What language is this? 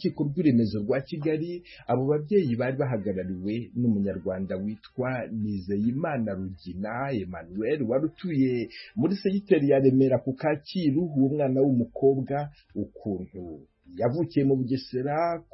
Kinyarwanda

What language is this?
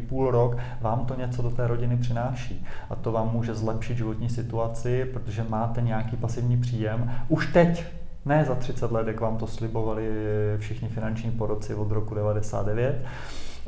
Czech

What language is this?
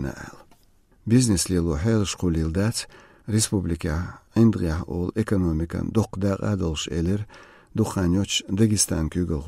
Chechen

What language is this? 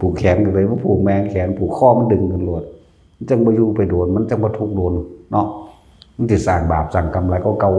Northeastern Thai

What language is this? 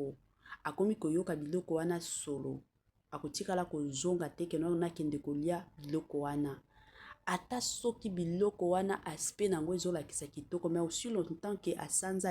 Lingala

